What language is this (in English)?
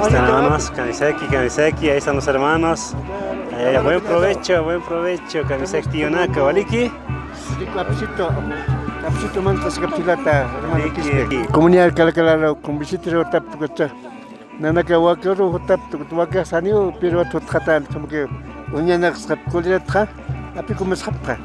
Aymara